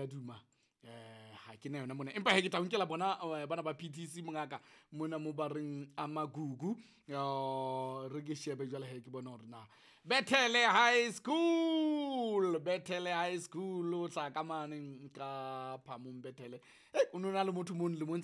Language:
Southern Sotho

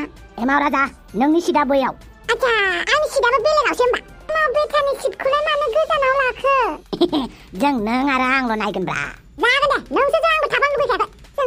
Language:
Bodo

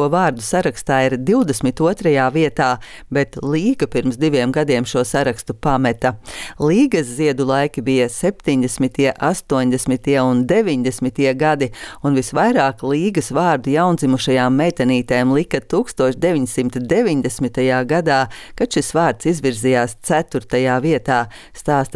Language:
Latvian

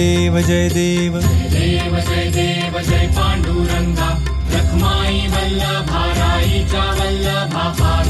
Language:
Marathi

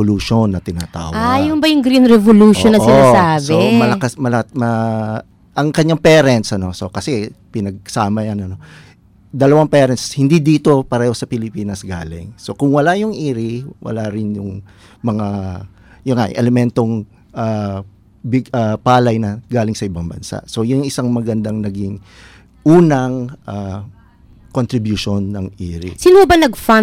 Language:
Filipino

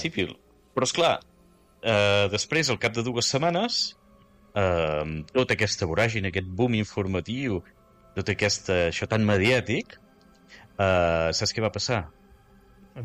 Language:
Catalan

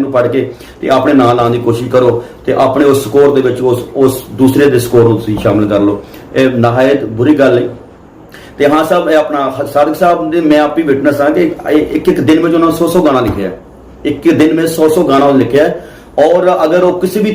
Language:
Saraiki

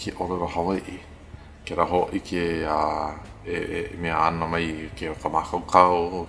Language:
Hawaiian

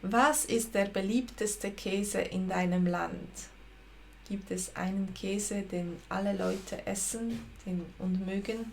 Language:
Swiss German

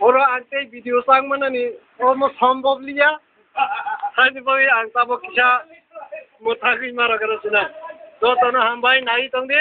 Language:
Kok Borok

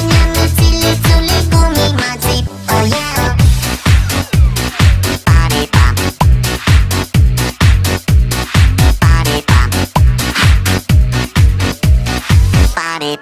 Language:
Hungarian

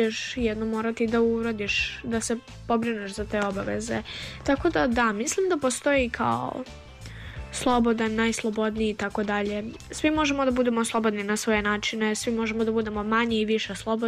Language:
Serbian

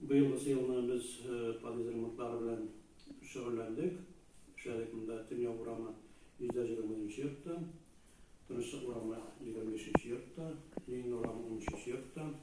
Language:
Tatar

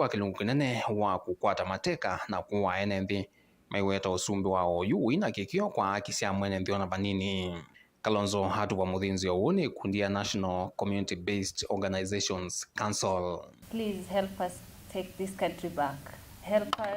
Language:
Kamba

